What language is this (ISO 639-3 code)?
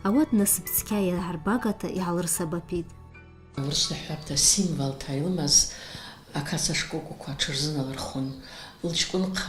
abk